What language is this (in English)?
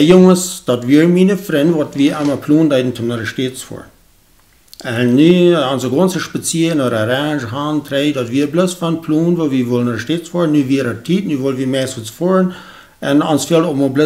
Plautdietsch